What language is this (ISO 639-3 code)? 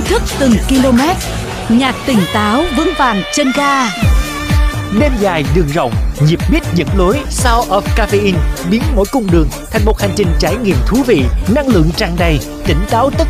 vie